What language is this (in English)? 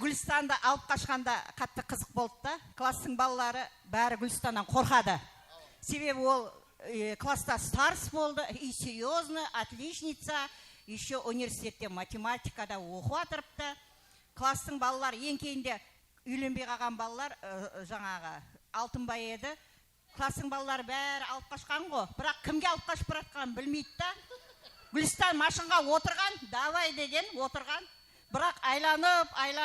Kara-Kalpak